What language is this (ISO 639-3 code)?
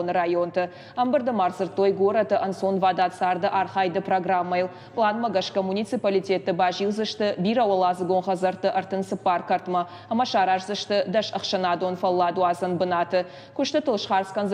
oss